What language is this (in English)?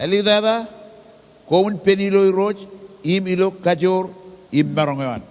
Marshallese